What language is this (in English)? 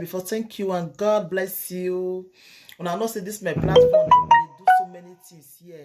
Nigerian Pidgin